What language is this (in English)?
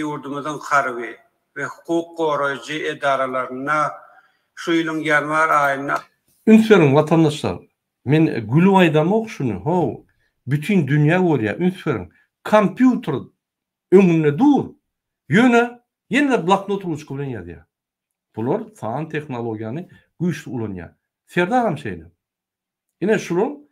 Turkmen